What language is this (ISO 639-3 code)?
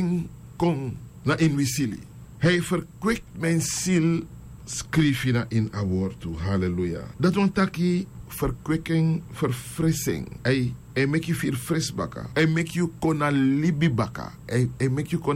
srn